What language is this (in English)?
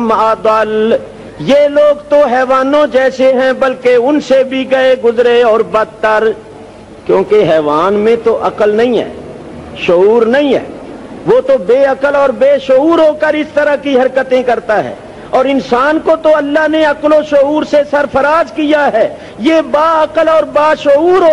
Urdu